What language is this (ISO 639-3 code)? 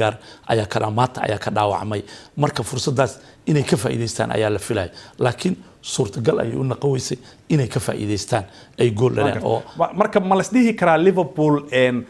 som